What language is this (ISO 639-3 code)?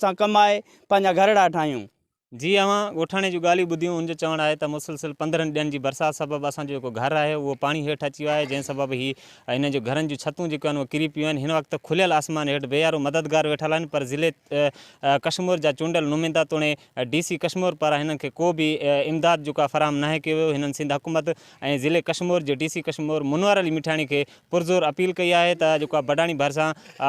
snd